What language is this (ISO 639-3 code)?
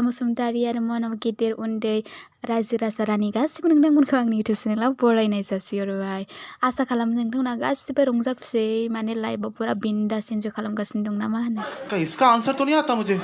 brx